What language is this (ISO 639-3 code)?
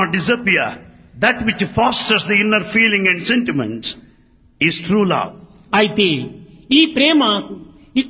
tel